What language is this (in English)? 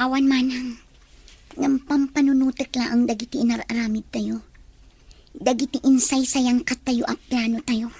Iloko